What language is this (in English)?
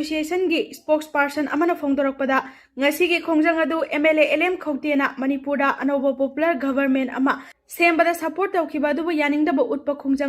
Manipuri